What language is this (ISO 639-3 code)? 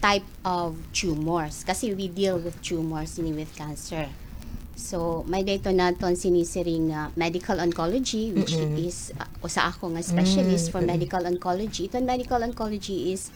war